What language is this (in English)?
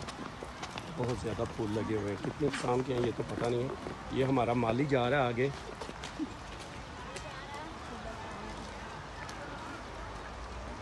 Hindi